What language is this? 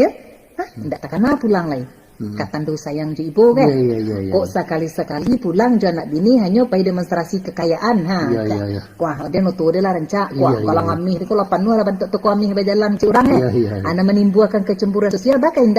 Minangkabau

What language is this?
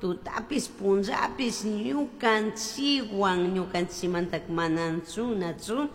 Chimborazo Highland Quichua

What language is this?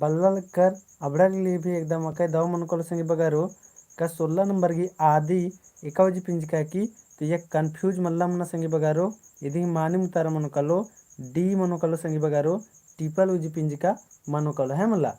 Kurukh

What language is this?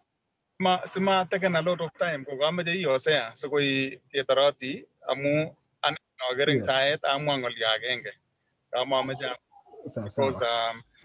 Kalenjin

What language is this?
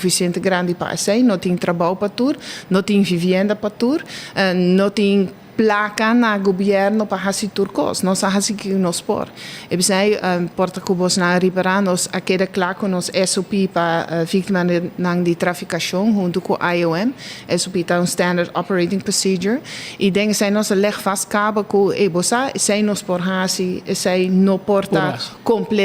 Papiamento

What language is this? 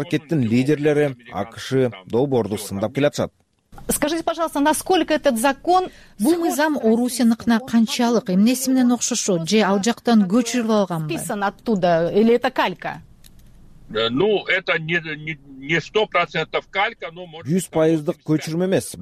Kyrgyz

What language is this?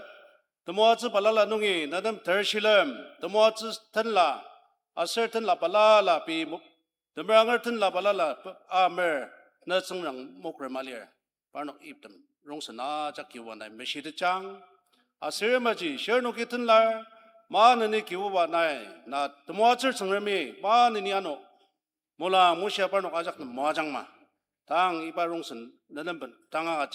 Ao Naga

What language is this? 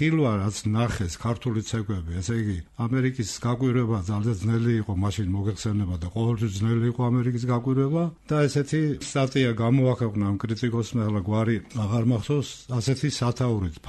Georgian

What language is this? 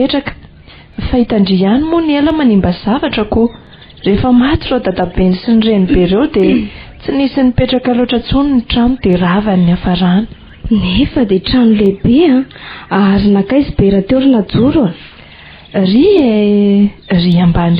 Malagasy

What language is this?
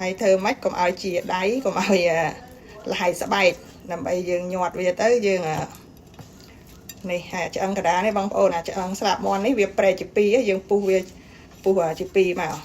Khmer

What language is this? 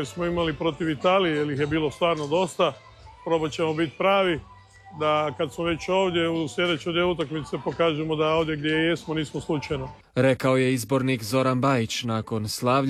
Croatian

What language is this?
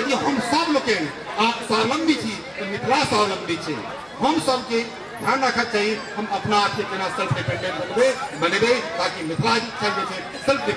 Maithili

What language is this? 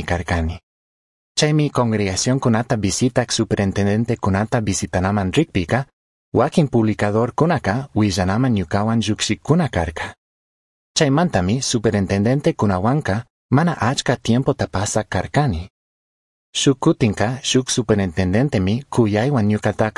Chimborazo Highland Quichua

